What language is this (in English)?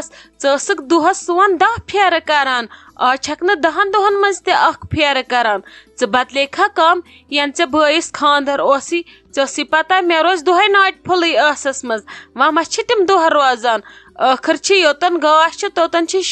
Kashmiri